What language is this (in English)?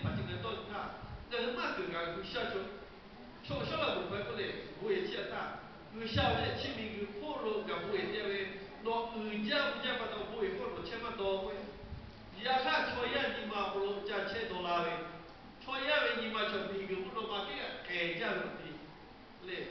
Lahu